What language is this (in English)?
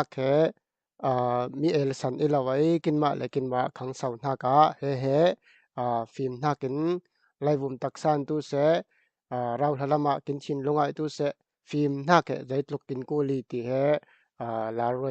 Falam Chin